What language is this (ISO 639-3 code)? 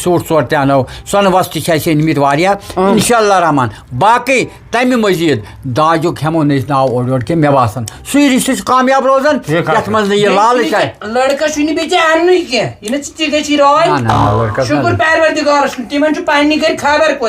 kas